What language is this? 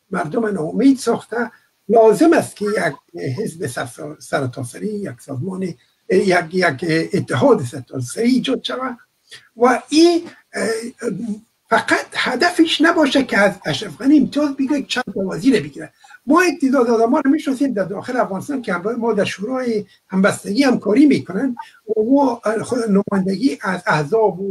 Persian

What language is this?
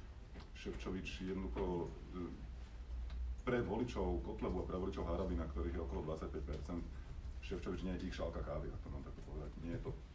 Slovak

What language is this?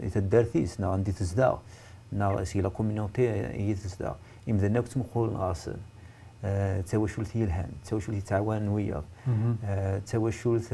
Kabyle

